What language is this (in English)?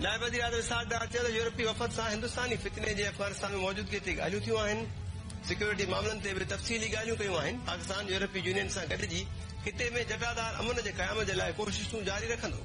Sindhi